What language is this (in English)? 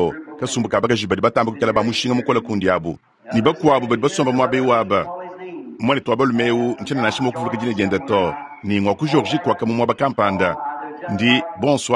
Luba-Lulua